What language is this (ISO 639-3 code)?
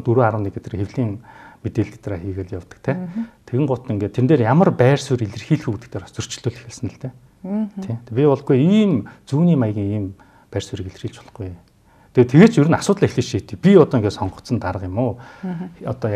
mon